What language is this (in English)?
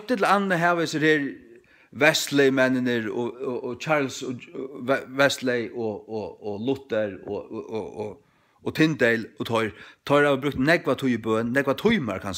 Faroese